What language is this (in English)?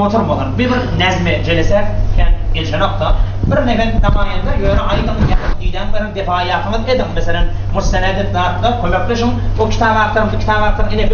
Turkmen